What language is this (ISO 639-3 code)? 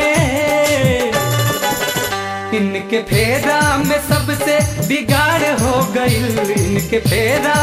bho